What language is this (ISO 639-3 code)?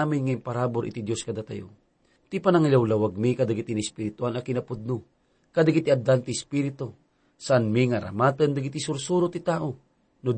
ilo